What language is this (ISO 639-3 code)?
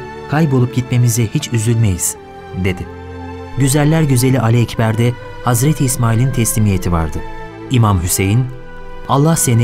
tur